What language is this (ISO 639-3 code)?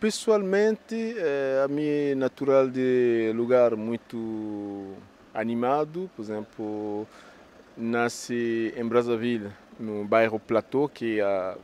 kea